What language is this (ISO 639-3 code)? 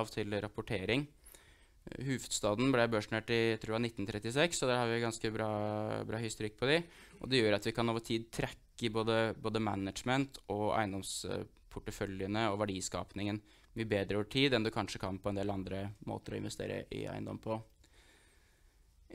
nor